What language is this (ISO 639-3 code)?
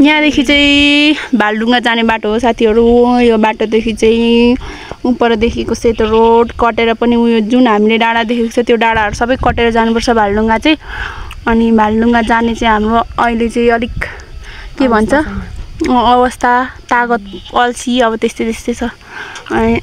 nep